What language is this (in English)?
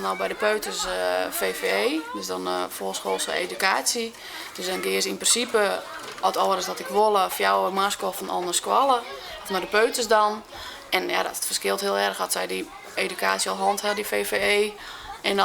Western Frisian